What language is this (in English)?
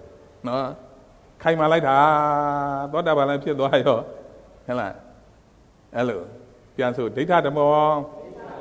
Burmese